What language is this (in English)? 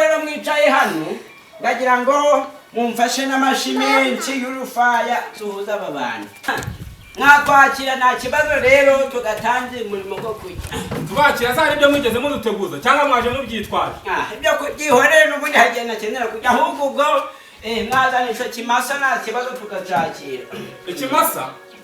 Kinyarwanda